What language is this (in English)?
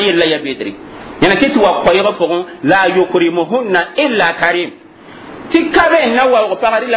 Mossi